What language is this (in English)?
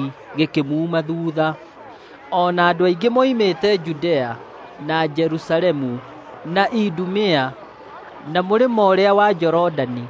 Kikuyu